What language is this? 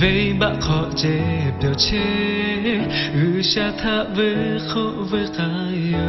Lahu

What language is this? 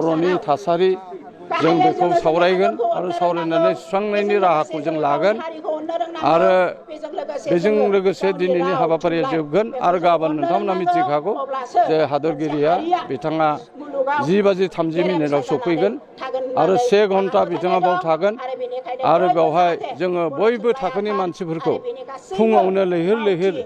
Bodo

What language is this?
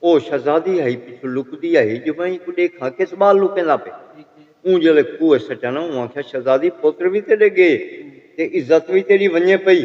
Saraiki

